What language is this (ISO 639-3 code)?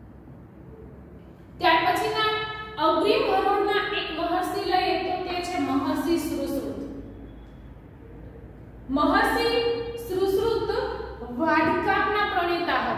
guj